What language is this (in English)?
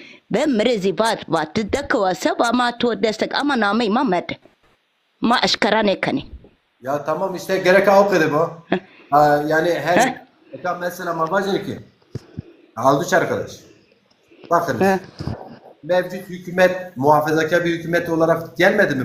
Zaza